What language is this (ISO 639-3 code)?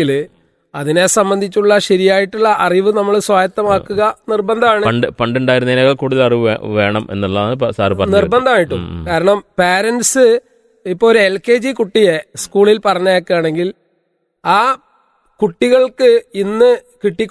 mal